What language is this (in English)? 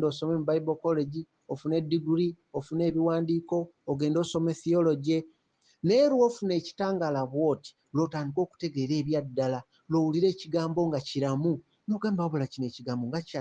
Ganda